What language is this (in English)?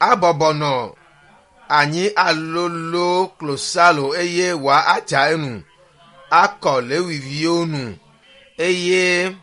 Ewe